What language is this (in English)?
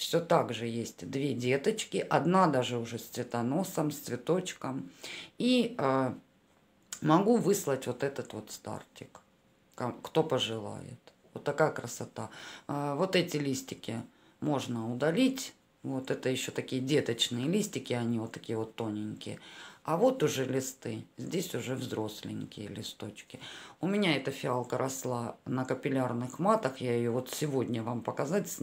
Russian